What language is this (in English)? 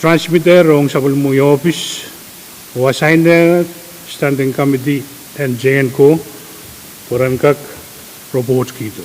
Pohnpeian